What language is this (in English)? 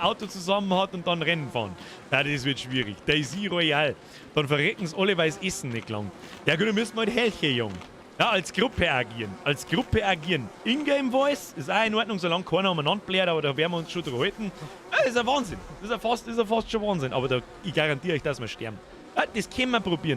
Bavarian